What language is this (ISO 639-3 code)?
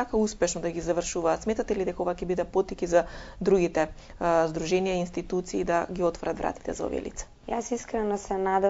mkd